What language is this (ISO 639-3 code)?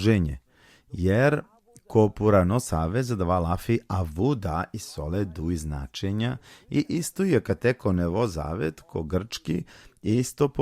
rmn